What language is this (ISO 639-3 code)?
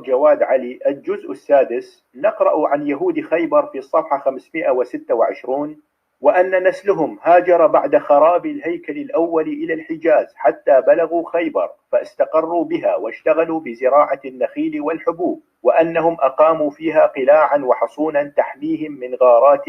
kur